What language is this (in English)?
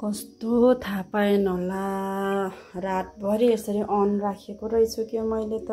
Nepali